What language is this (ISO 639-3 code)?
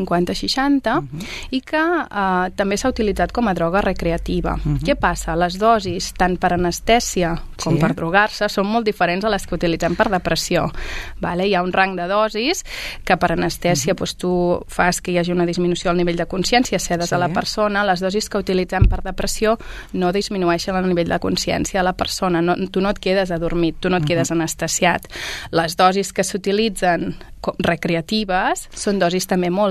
cat